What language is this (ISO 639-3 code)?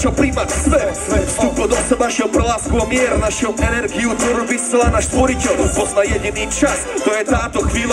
slk